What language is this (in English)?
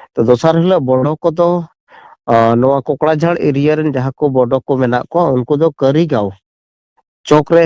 Santali